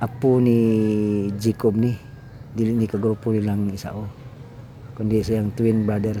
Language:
Cebuano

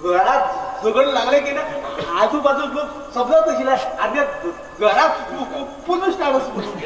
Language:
Konkani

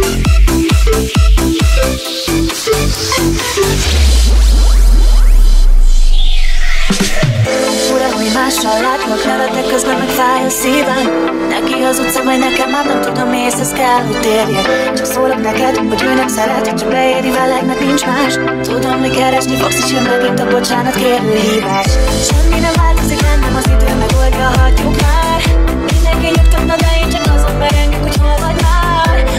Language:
Hungarian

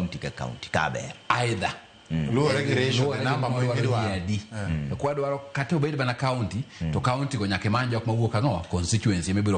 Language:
Luo (Kenya and Tanzania)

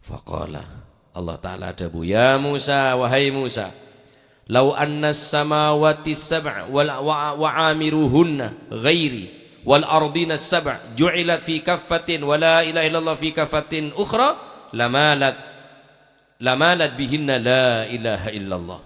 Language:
Madurese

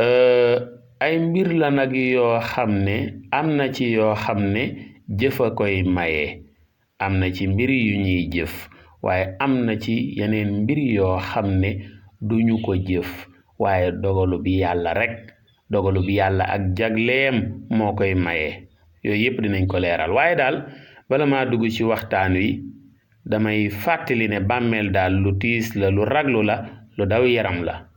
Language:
Wolof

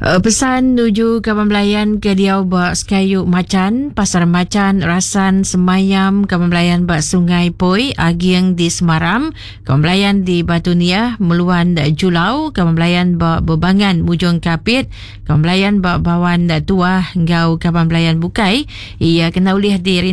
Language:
Iban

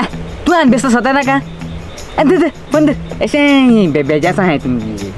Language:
Konkani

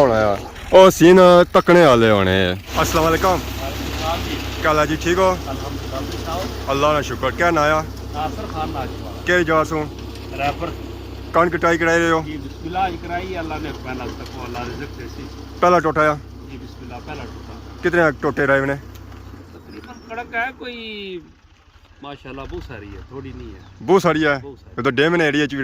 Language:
Pahari-Potwari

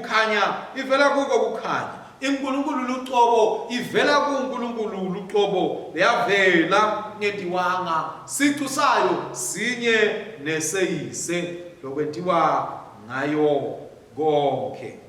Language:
Swati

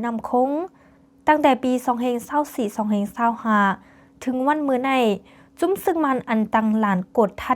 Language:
Shan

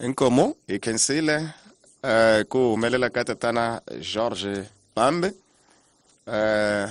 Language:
Tsonga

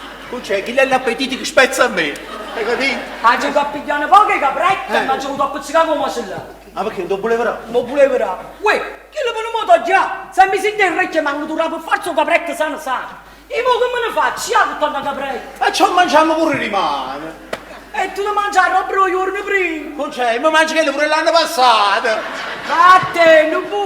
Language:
Neapolitan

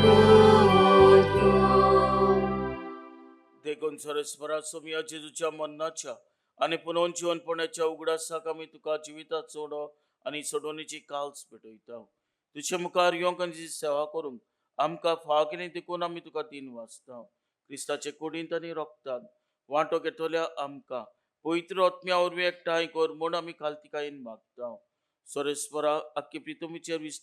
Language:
Konkani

